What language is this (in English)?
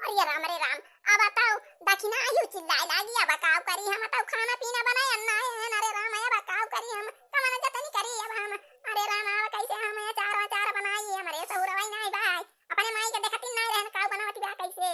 Awadhi